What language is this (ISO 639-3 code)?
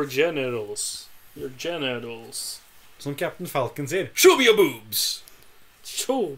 nor